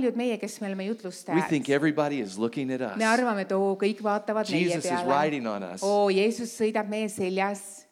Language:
Estonian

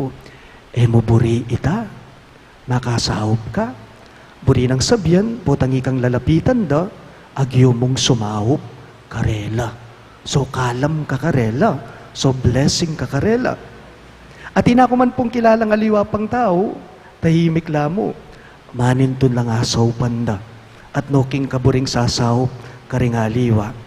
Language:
Pampanga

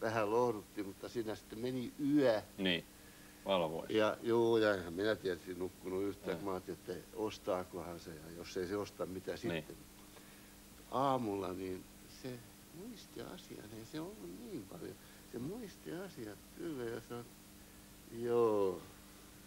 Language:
Finnish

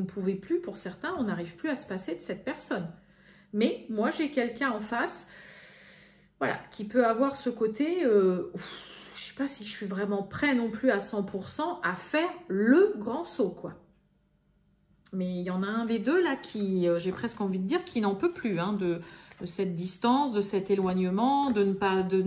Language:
French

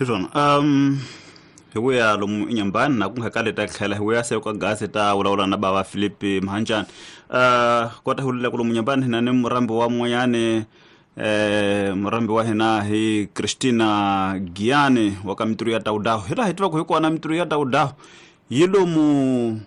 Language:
Tsonga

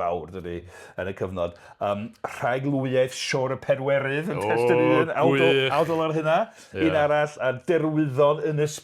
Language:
Welsh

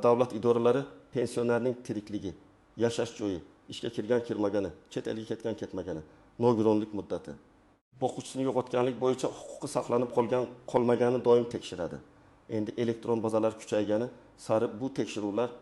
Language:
Uzbek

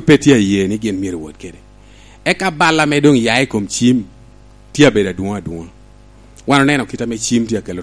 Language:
Lango (Uganda)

